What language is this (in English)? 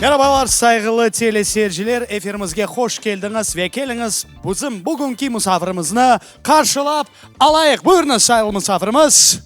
Crimean Tatar